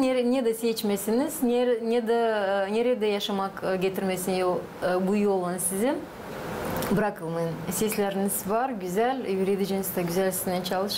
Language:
Gagauz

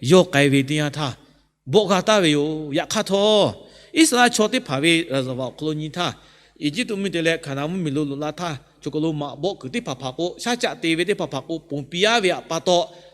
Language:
Lahu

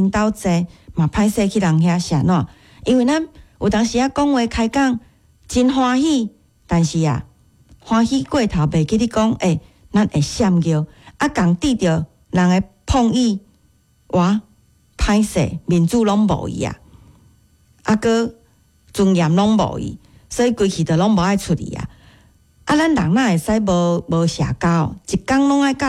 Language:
Min Nan Chinese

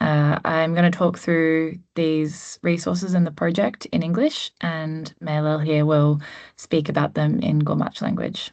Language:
Gumatj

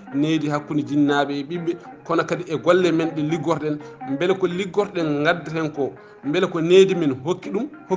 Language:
Fula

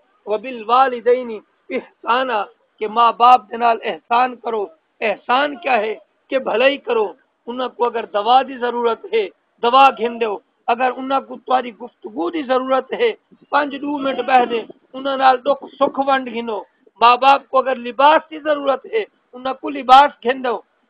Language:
Saraiki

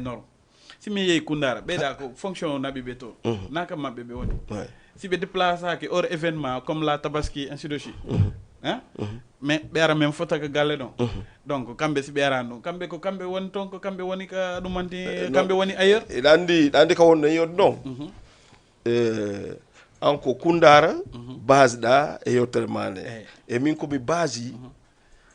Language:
Fula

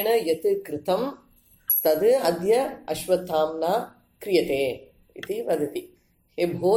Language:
Sanskrit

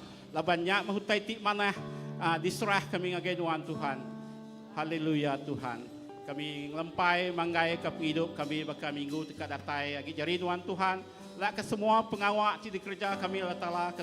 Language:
Iban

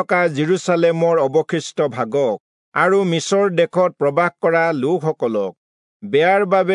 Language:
Assamese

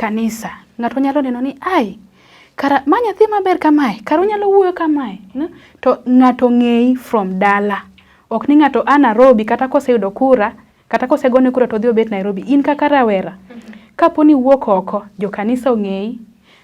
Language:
Luo (Kenya and Tanzania)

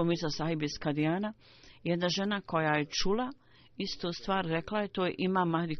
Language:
Bosnian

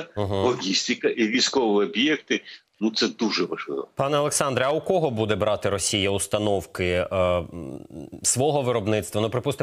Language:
Ukrainian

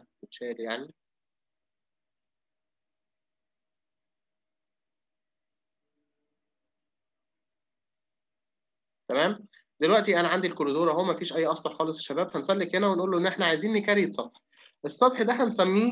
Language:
Egyptian Arabic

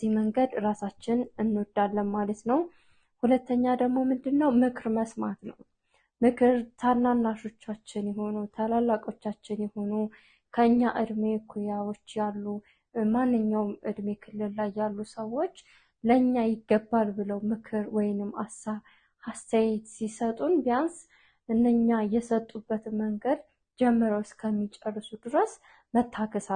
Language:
Amharic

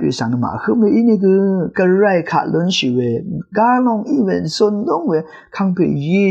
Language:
Rawang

